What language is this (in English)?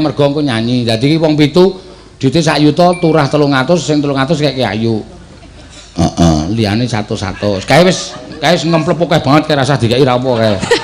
Javanese